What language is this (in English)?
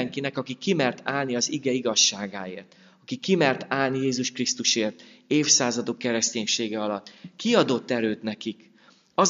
Hungarian